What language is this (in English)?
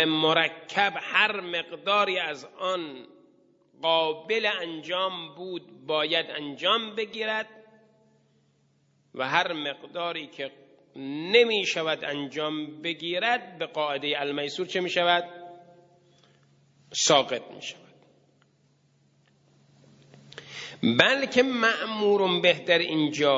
Persian